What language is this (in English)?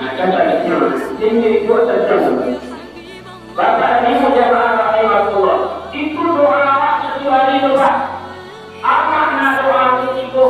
Minangkabau